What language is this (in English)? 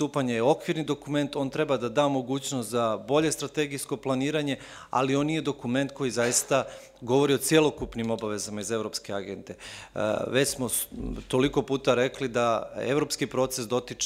Serbian